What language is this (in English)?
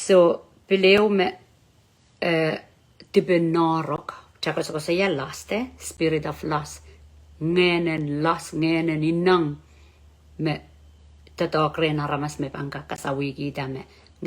Pohnpeian